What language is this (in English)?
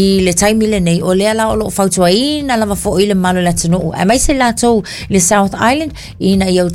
Samoan